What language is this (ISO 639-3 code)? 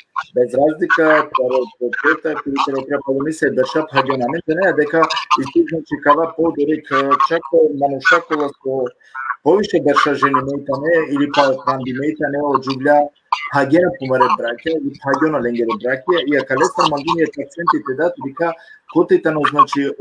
rmn